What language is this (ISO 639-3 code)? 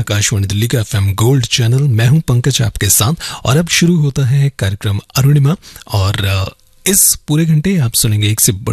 hin